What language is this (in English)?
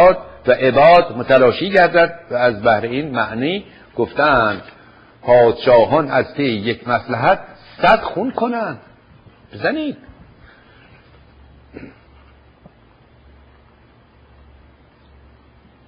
Persian